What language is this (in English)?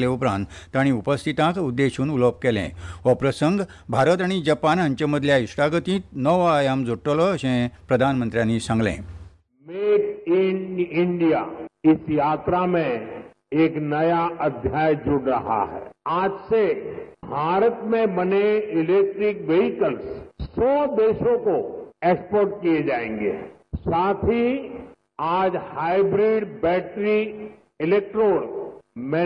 Konkani